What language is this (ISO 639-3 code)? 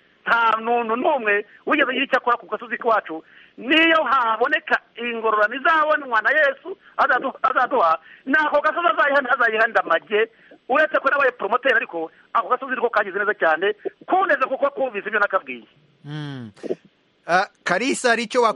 kin